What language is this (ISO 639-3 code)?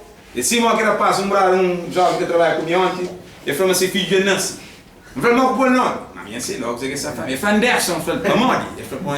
kea